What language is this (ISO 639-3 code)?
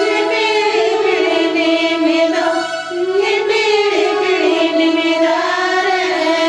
sat